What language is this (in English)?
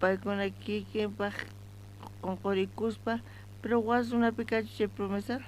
South Bolivian Quechua